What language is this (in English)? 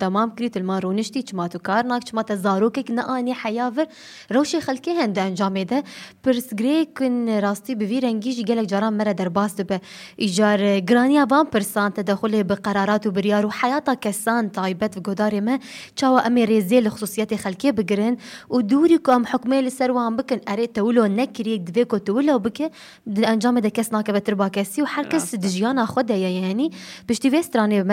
Kurdish